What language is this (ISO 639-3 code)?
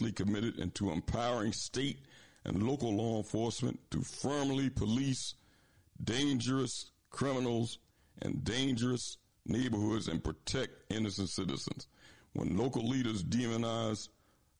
eng